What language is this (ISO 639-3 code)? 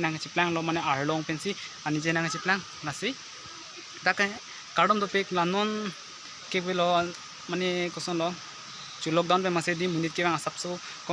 mjw